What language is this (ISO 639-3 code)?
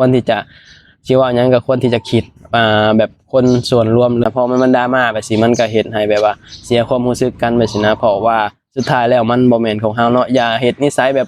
lao